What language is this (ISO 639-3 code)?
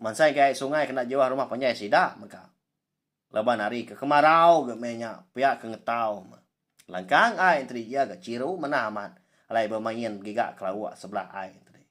iba